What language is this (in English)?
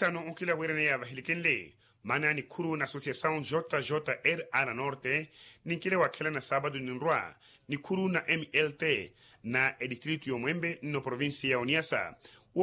Makhuwa